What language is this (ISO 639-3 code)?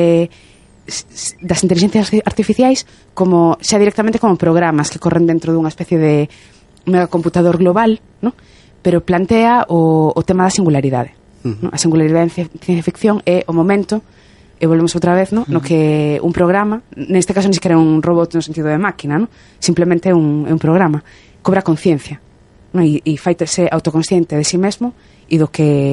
glg